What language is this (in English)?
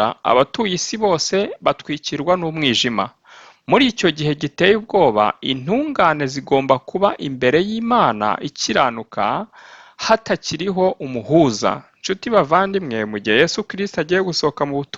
Kinyarwanda